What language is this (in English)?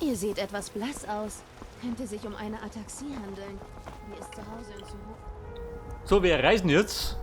Bavarian